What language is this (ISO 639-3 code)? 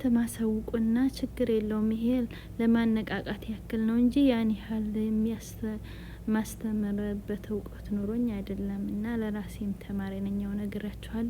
amh